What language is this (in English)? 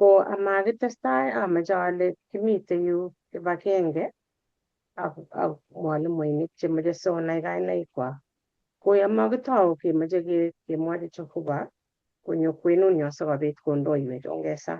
Kalenjin